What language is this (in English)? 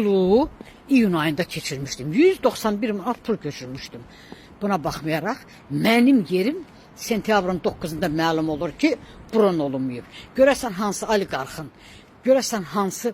Azerbaijani